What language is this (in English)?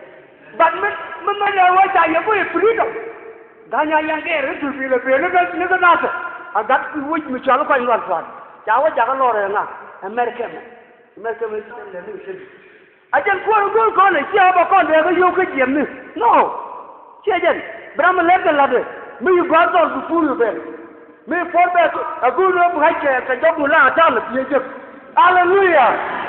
Nuer